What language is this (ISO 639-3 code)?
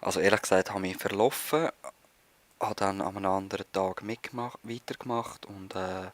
gsw